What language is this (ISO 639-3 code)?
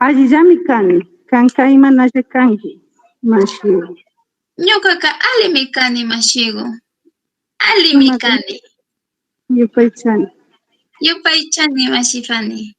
qug